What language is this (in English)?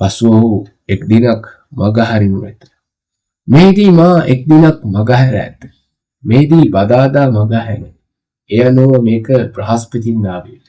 Sinhala